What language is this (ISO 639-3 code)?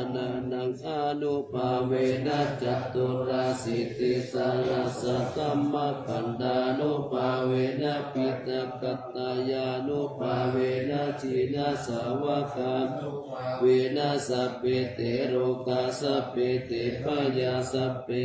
pli